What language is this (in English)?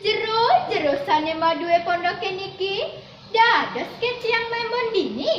Balinese